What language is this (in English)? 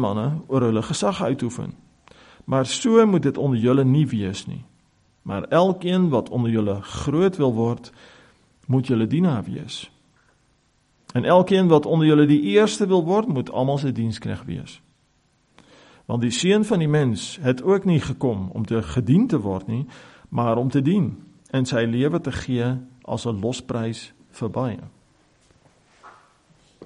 Afrikaans